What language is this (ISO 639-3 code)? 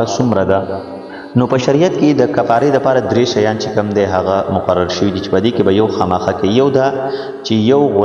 pus